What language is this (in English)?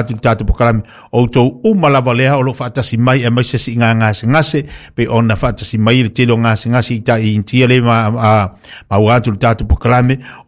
Samoan